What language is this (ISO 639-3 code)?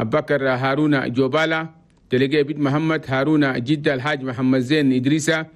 shu